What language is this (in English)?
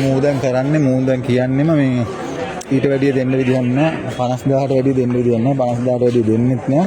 Sinhala